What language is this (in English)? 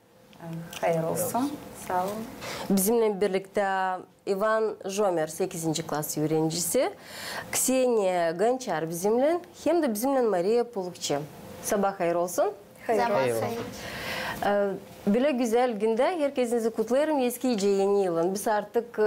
Gagauz